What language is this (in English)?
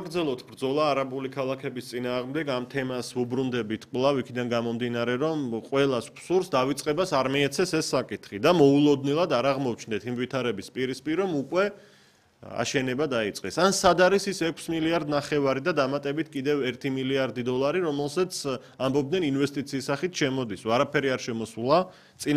Georgian